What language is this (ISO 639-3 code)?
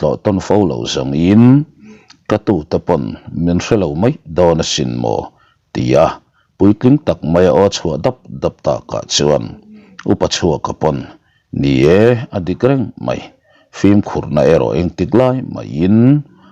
lus